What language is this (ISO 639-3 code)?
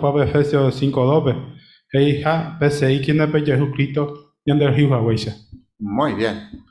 grn